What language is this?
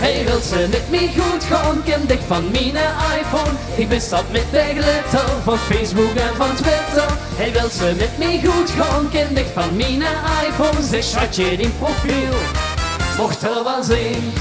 Limburgish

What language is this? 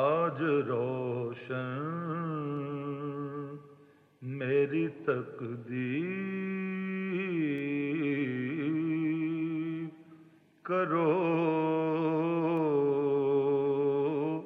Urdu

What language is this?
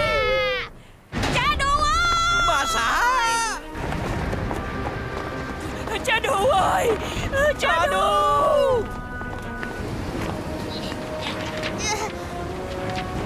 Vietnamese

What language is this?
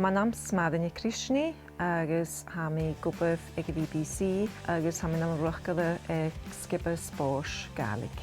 Scottish Gaelic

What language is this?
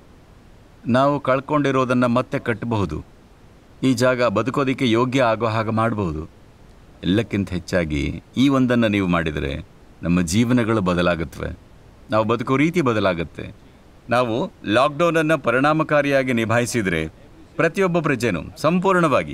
Kannada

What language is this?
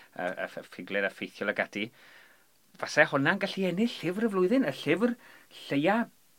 Welsh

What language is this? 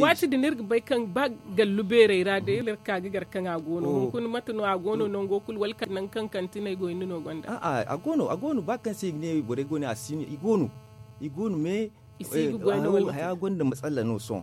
Zarma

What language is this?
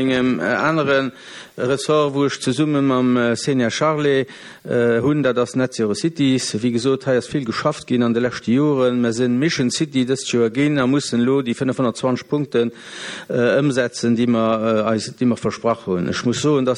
Luxembourgish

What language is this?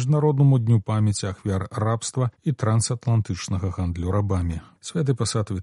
Belarusian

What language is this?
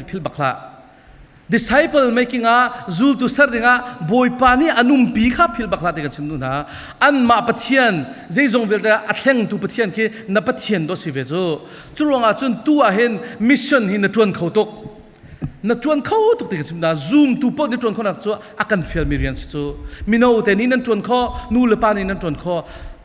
Falam Chin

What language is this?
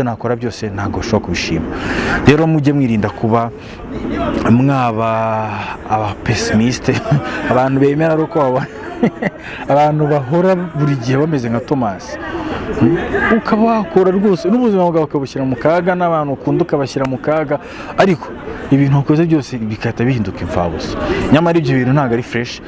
Kinyarwanda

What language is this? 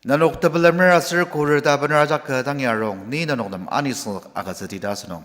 Ao Naga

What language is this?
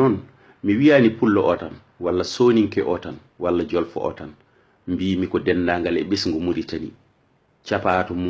Fula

